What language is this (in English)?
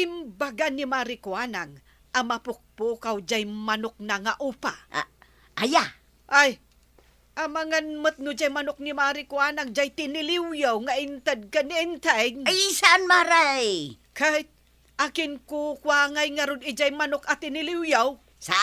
Iloko